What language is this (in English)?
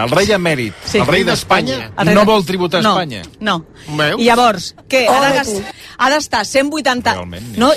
Catalan